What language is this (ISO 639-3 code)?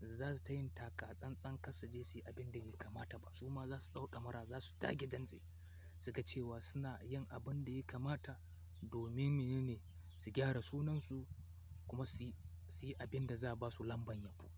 hau